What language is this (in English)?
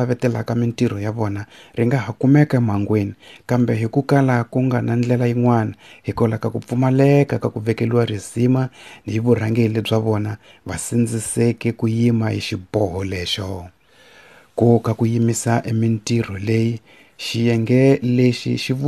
Tsonga